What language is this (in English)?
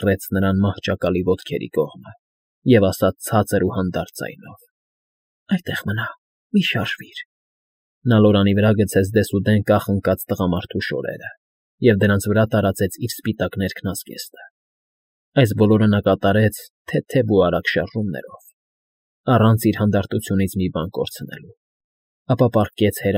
Armenian